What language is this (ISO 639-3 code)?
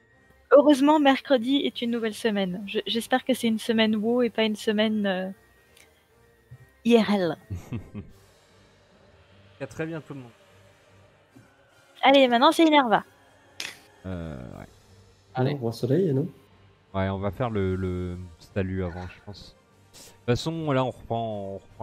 fra